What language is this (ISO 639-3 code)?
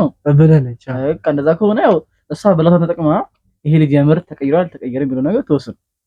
amh